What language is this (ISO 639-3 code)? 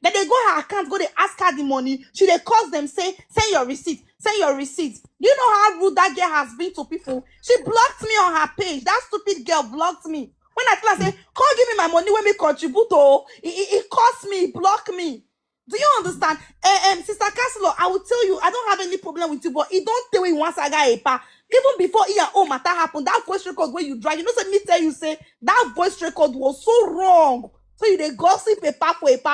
pcm